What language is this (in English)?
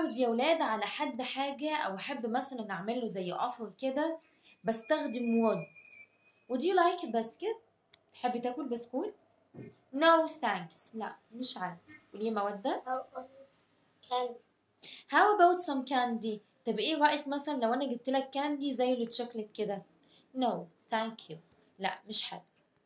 Egyptian Arabic